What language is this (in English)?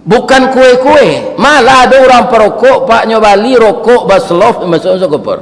Minangkabau